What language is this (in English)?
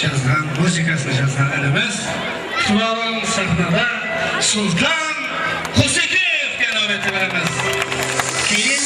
Kara-Kalpak